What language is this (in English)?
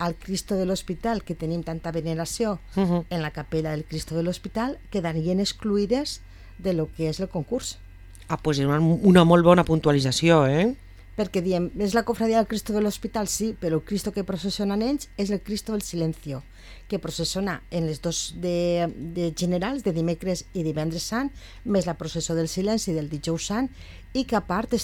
Catalan